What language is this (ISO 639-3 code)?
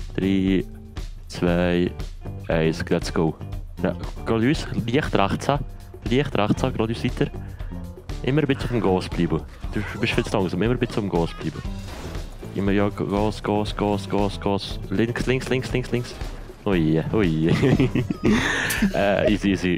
gsw